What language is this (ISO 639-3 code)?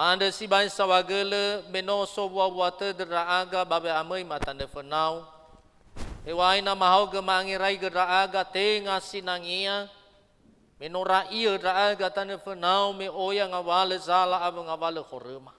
nia